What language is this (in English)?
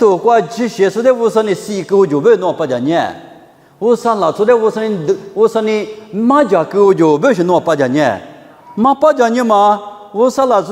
Lisu